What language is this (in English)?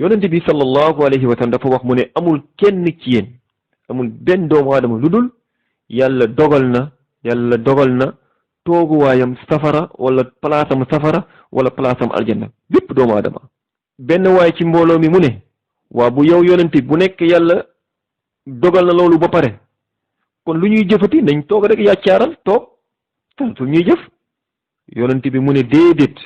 Wolof